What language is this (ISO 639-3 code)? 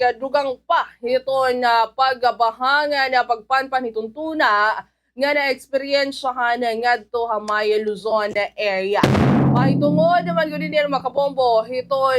war